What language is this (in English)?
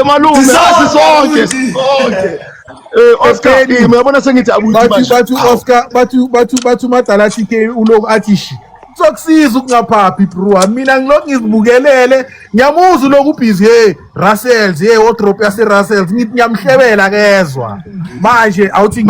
Zulu